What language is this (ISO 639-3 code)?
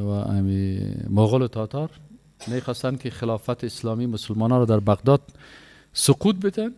fas